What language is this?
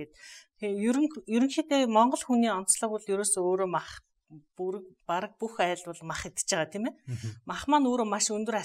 Mongolian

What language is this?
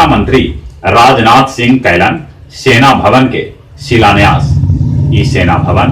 Magahi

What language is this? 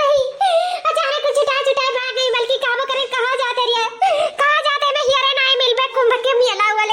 Awadhi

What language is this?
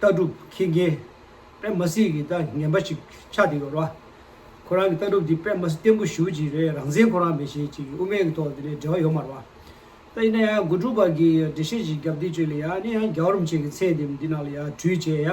Tibetan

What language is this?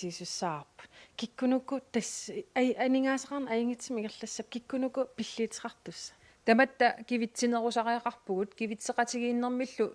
Kalaallisut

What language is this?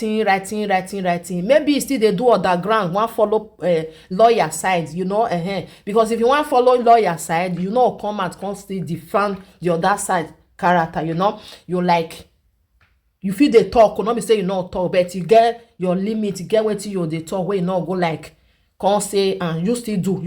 Nigerian Pidgin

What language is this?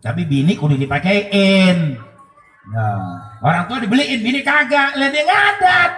Betawi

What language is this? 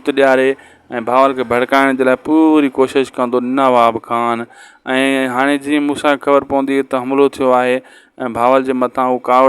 Sindhi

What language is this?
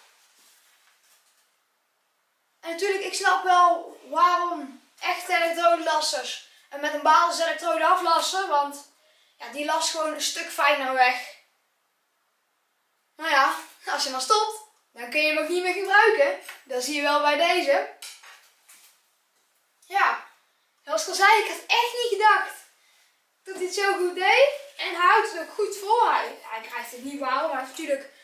Dutch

